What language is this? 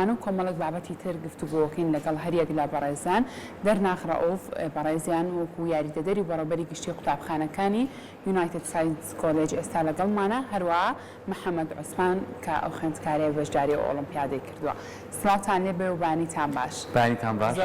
Central Kurdish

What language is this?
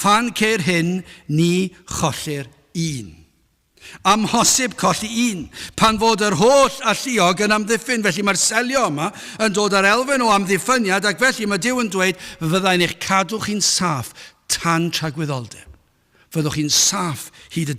Welsh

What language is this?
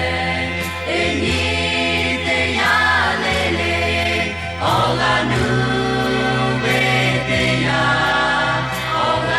Lahu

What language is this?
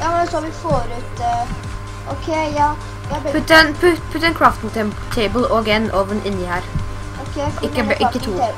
Norwegian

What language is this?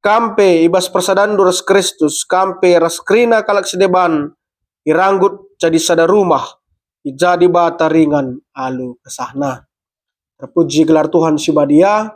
Batak Karo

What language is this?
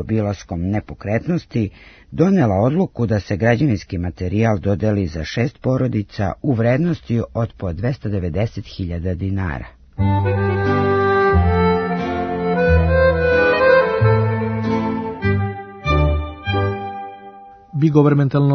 Serbian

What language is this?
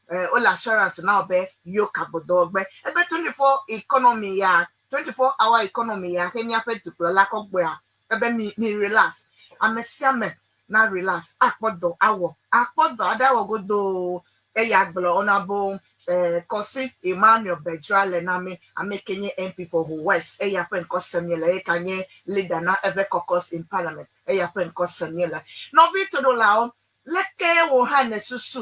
Ewe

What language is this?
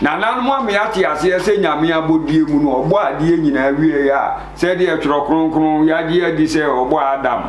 Akan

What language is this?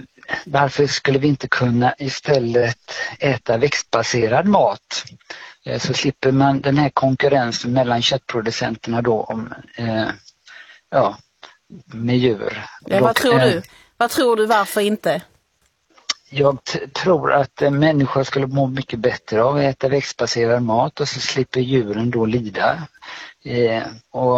Swedish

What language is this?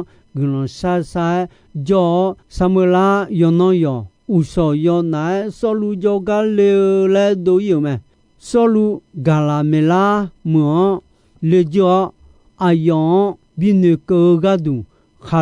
Akha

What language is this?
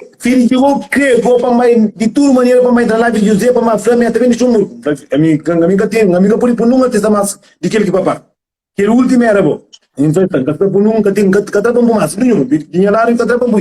Kabuverdianu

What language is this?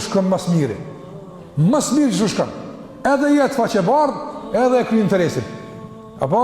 Albanian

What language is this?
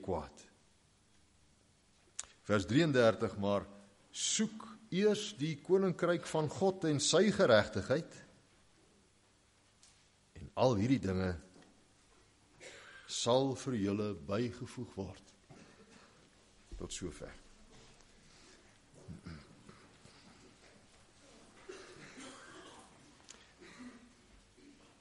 Afrikaans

